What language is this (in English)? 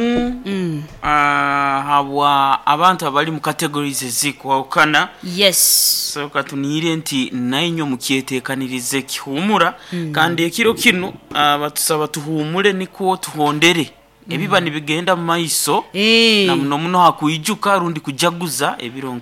Nyoro